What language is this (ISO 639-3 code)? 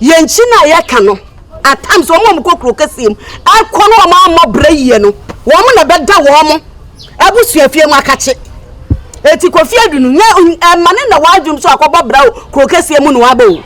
aka